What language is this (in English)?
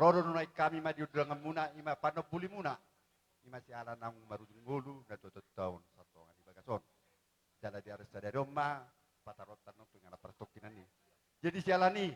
Batak Toba